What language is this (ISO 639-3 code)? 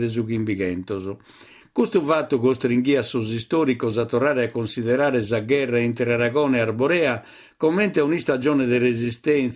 srd